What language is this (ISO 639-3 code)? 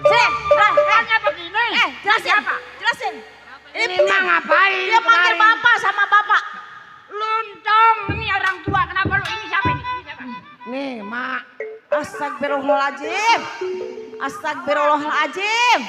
bew